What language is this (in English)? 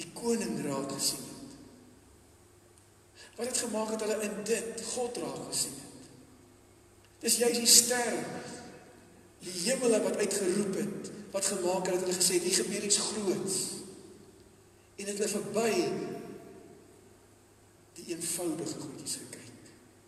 Afrikaans